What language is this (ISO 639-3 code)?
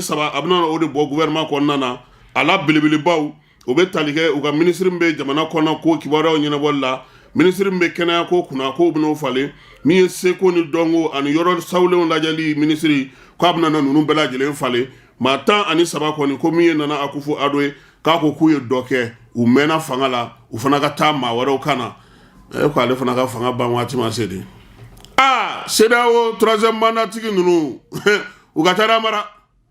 bam